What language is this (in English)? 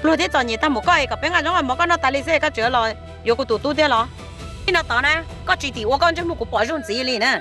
Hmong